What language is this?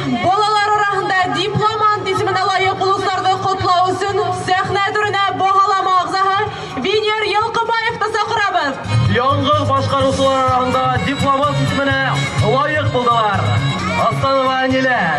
Bashkir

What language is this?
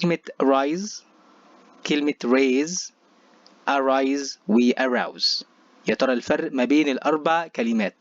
Egyptian Arabic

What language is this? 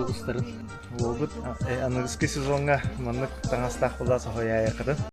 Yakut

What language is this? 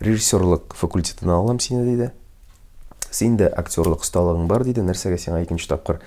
Tatar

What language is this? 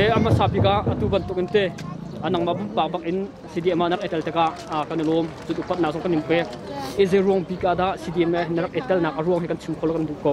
Hakha Chin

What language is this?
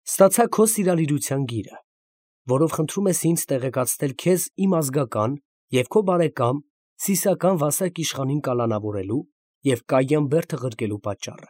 Armenian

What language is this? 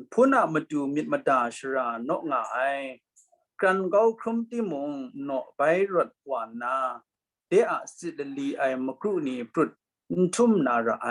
Kachin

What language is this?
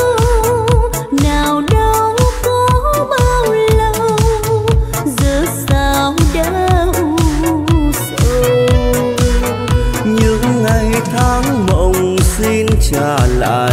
Vietnamese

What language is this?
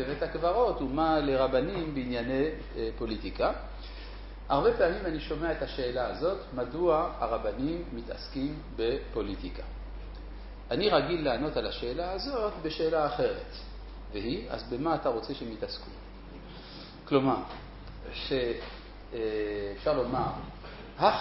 Hebrew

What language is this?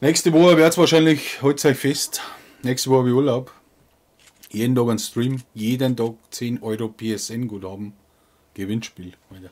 Bavarian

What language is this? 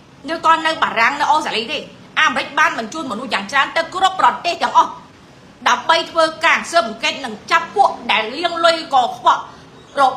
Khmer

